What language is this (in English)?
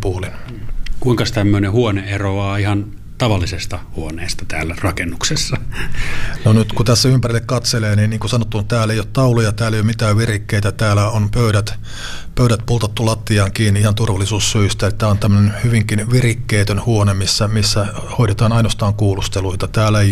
Finnish